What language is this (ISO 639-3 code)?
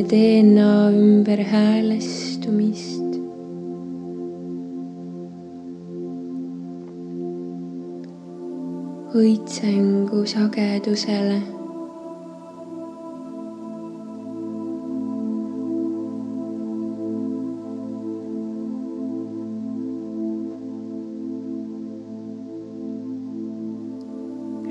est